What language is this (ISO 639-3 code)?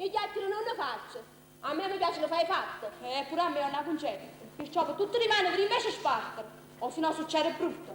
nap